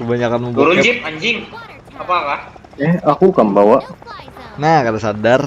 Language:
Banjar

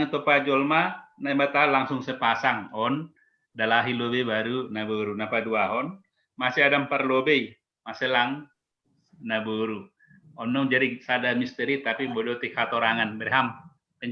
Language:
Batak Simalungun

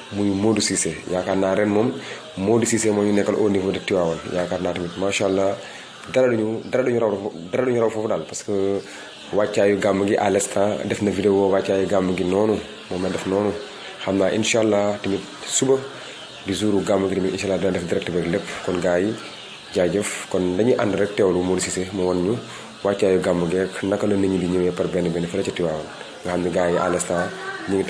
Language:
Wolof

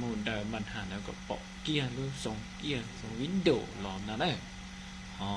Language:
Hmong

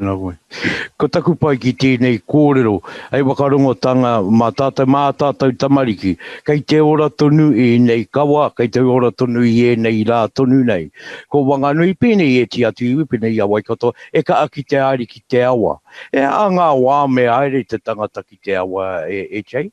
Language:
Māori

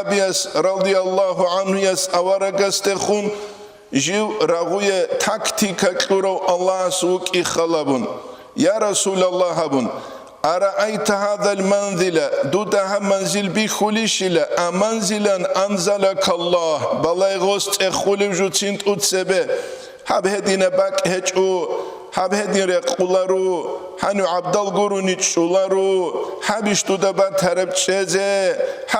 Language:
Avaric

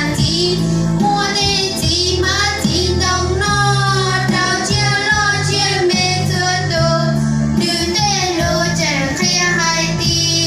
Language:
Hmong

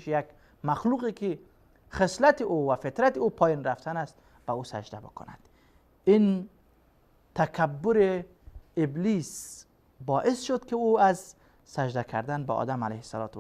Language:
Persian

